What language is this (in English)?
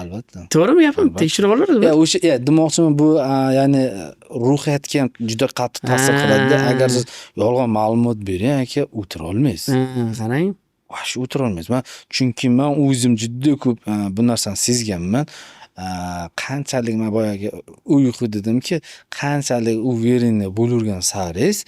Uzbek